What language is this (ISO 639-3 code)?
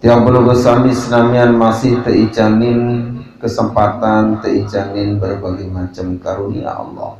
sas